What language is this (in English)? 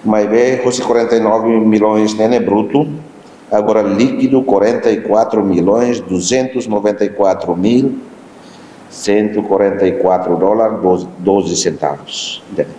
Tetum